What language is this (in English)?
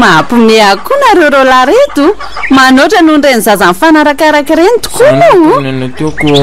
Malagasy